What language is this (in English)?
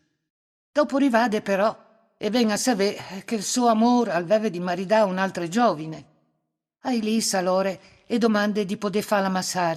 Friulian